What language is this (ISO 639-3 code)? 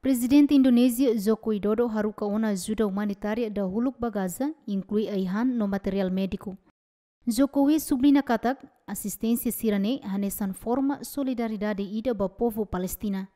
tet